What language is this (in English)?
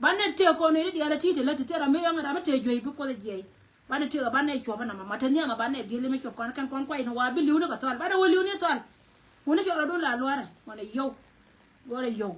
Nuer